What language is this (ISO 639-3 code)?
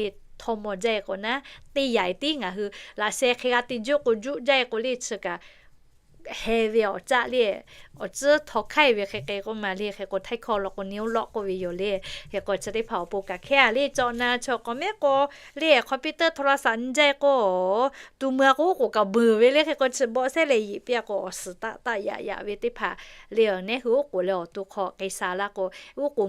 lhu